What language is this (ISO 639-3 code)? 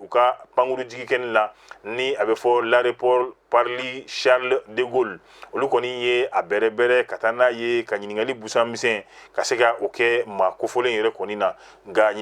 bam